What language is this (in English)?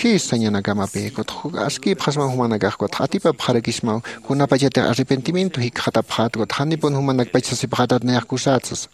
Aymara